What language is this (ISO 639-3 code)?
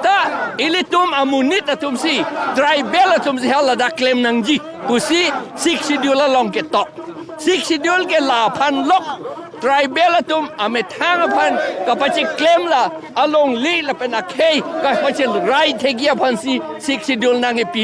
mjw